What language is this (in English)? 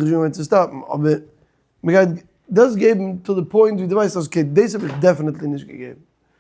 Yiddish